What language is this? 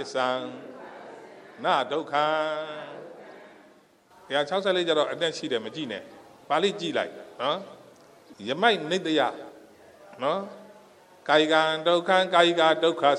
Burmese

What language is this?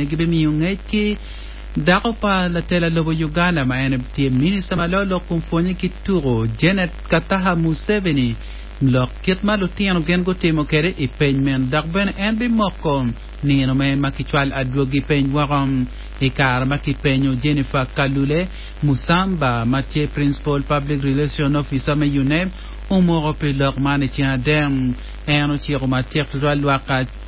Acoli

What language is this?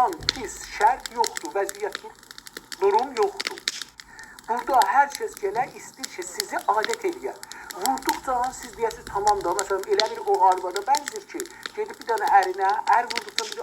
South Azerbaijani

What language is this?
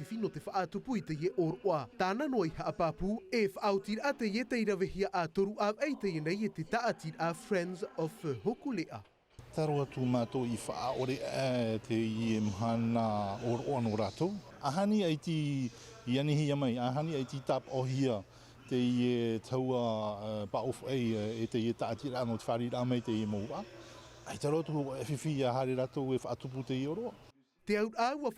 Tahitian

